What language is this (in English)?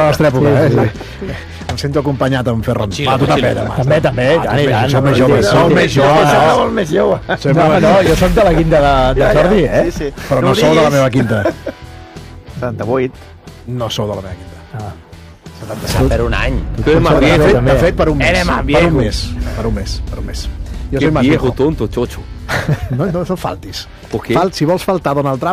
Catalan